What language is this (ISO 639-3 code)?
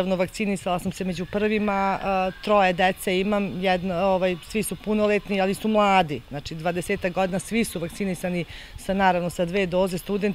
srp